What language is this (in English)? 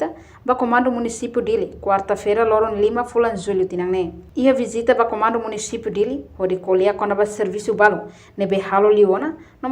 Tetum